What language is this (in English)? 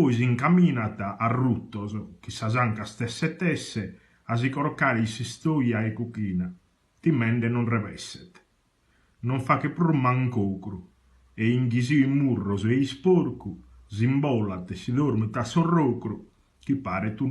Sardinian